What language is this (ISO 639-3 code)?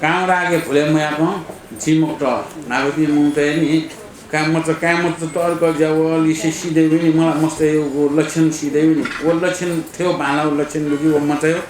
new